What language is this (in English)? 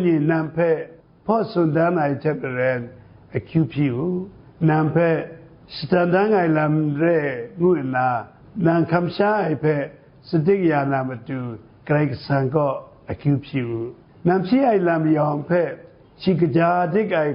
Kachin